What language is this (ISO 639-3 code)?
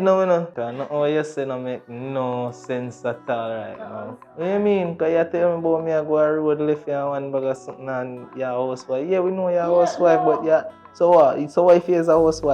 jam